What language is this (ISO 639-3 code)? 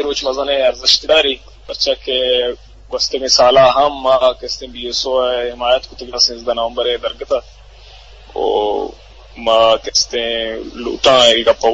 bgp